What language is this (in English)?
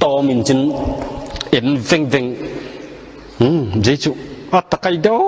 Tedim Chin